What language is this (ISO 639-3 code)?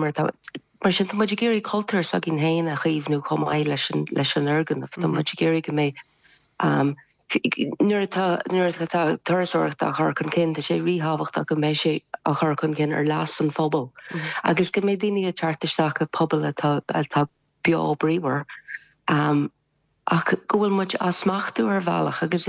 gle